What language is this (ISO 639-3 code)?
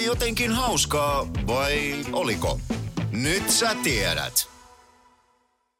fin